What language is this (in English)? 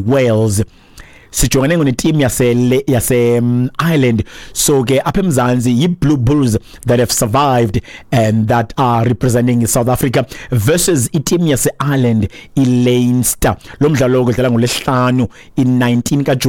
Xhosa